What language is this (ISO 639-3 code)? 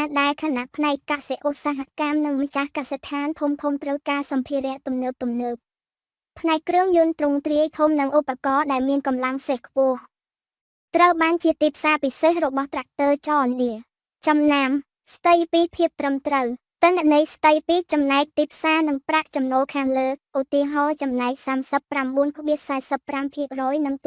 khm